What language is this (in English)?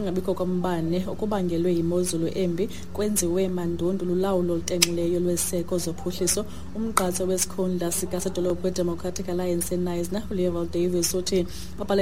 Xhosa